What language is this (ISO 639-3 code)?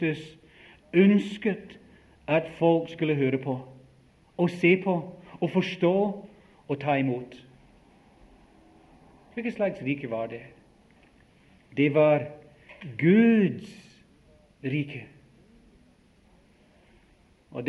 nor